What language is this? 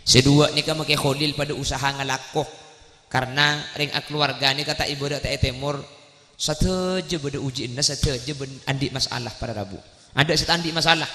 Madurese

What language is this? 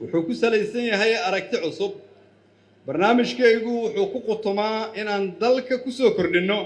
Somali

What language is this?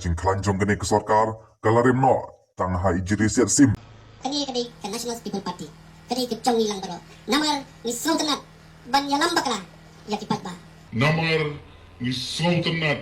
Khasi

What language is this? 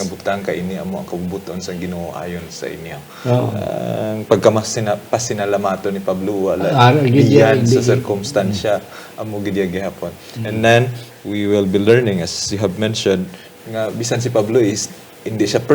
Hiligaynon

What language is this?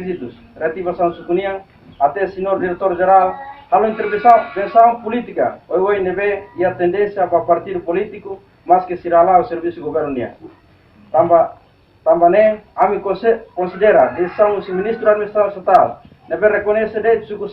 Tetum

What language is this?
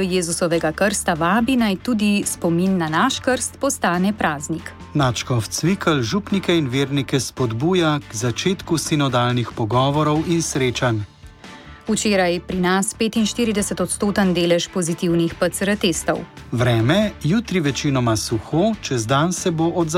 Slovenian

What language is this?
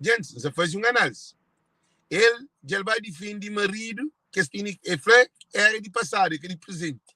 Kabuverdianu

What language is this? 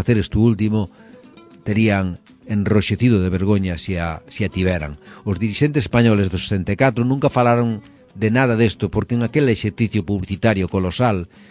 Galician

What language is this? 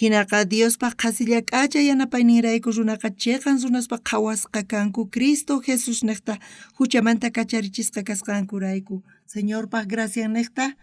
South Bolivian Quechua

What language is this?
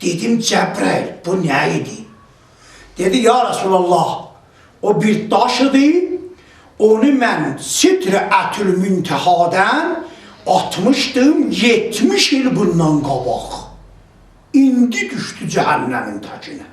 South Azerbaijani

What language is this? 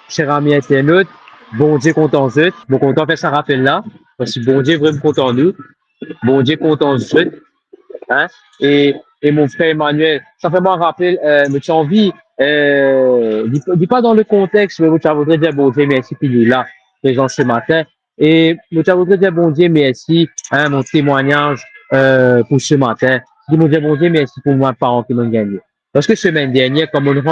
Morisyen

